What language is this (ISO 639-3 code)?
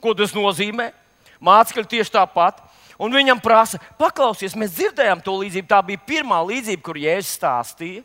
lav